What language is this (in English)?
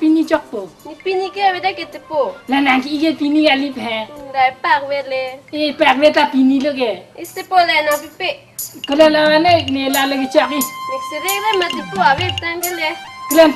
Karbi